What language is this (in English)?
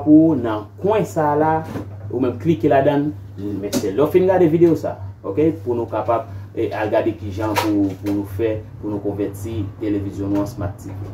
Haitian Creole